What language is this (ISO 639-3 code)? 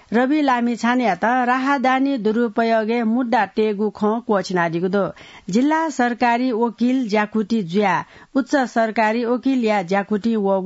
new